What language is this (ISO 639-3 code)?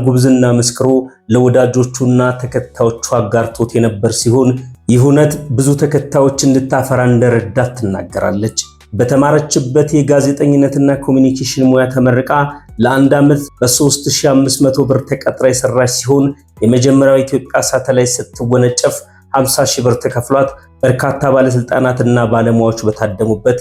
amh